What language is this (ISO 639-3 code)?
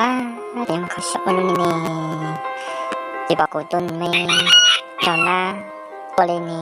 hmn